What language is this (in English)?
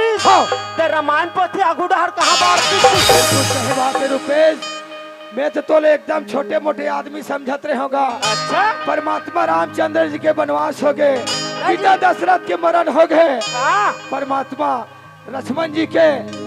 Chhattisgarhi